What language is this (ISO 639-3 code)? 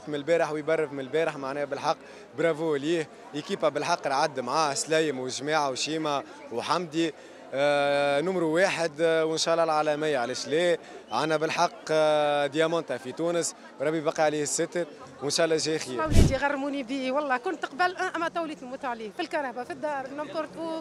aeb